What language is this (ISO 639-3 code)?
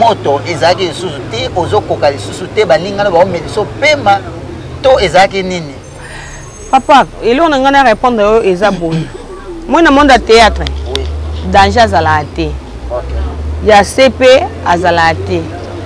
lin